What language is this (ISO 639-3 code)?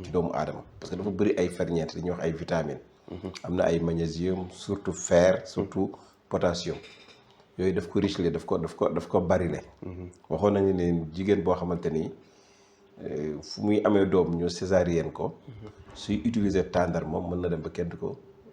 wol